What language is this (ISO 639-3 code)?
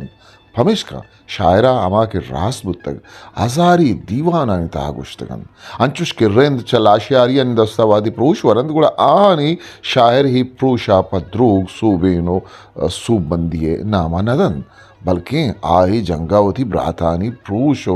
bgp